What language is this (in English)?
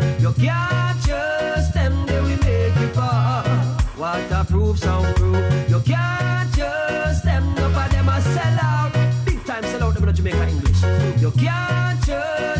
Jamaican Creole English